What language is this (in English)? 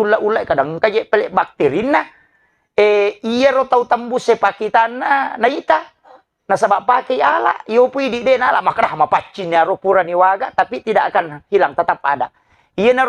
Buginese